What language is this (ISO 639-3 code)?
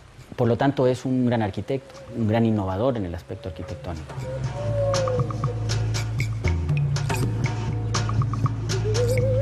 spa